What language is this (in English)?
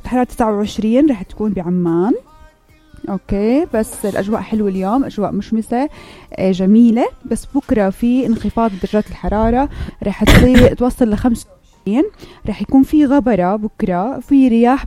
North Levantine Arabic